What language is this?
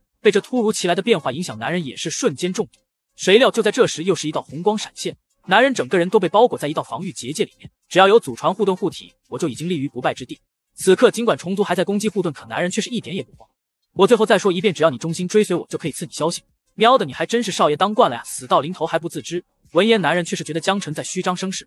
Chinese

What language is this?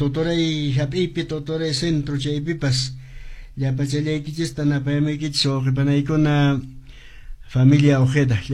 Quechua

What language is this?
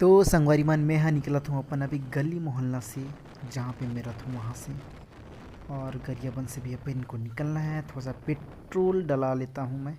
Chhattisgarhi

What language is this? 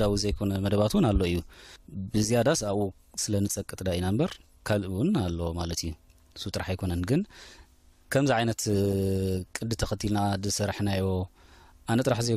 Tigrinya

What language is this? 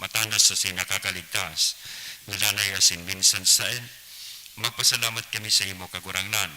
Bikol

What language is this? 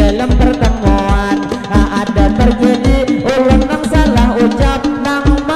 Banjar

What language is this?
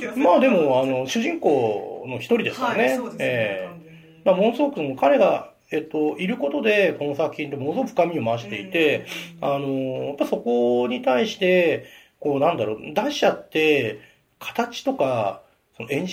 Japanese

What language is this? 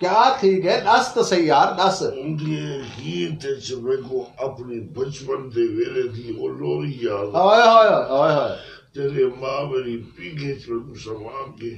Saraiki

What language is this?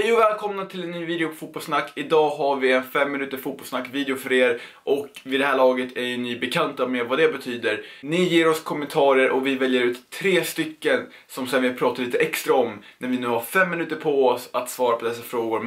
Swedish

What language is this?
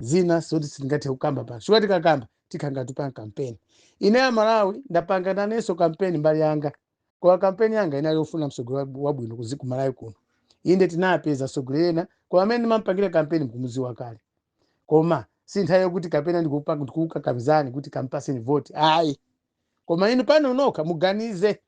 Nyanja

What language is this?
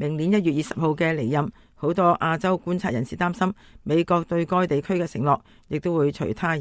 Cantonese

